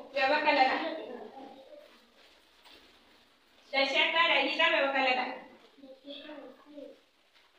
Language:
Kannada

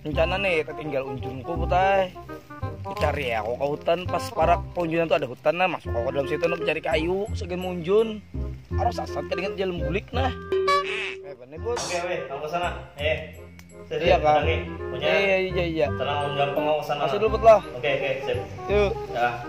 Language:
Banjar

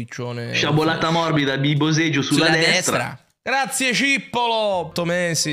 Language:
Italian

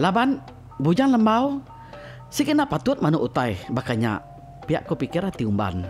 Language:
Iban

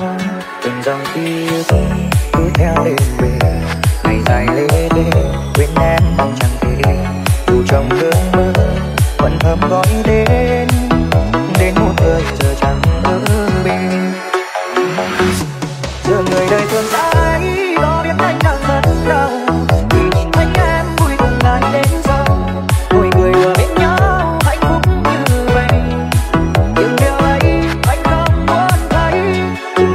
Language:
Vietnamese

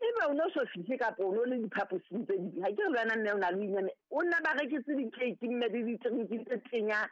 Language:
Southern Sotho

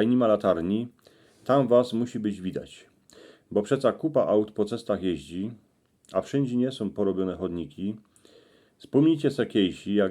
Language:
Silesian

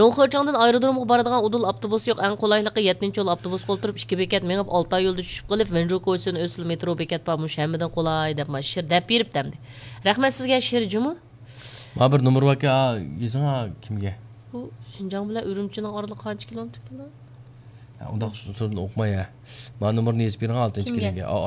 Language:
Uyghur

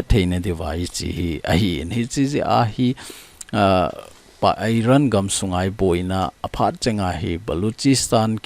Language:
Thado Chin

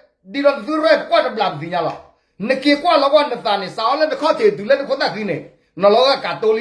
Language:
S'gaw Karen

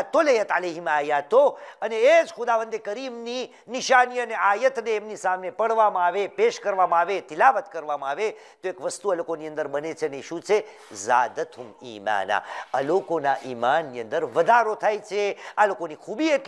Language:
Gujarati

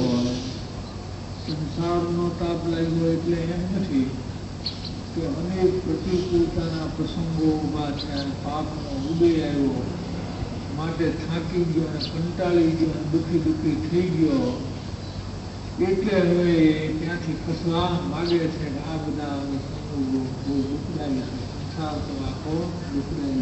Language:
Gujarati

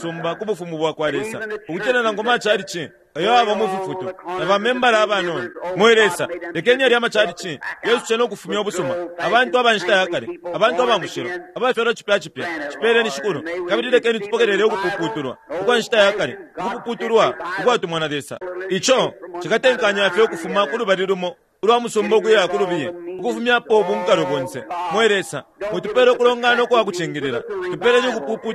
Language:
Bemba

